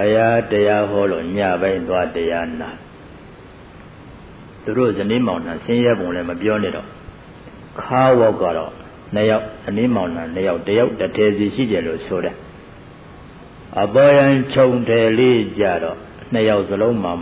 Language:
Burmese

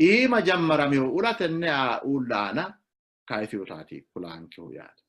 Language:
Sidamo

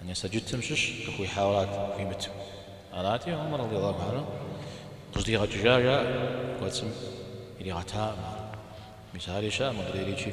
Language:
Kabardian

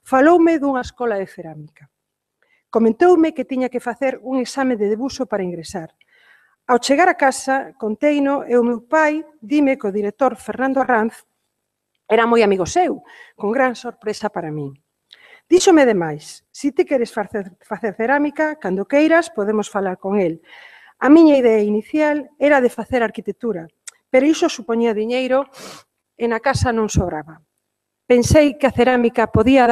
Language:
Galician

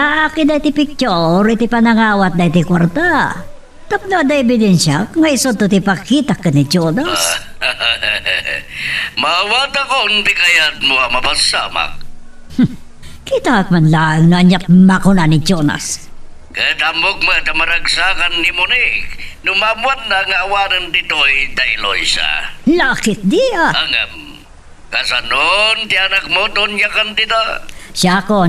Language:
Iloko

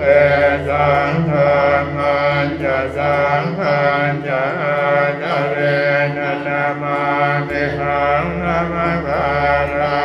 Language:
Pali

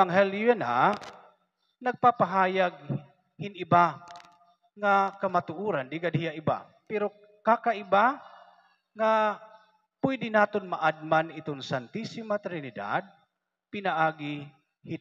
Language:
Waray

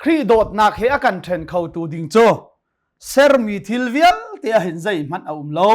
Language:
Hakha Chin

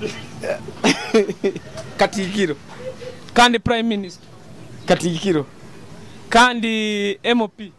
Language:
Nyoro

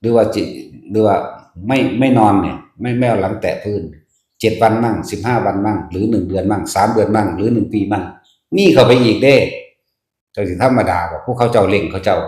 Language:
Northeastern Thai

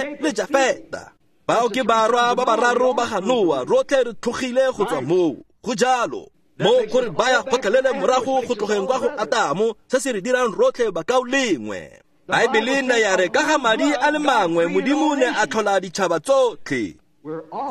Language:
Tswana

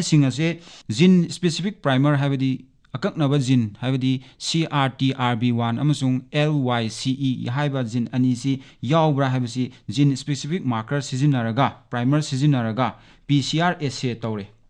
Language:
Manipuri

